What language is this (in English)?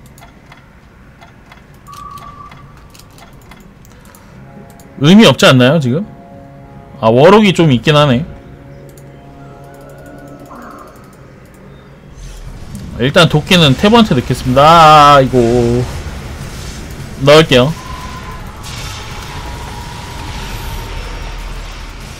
Korean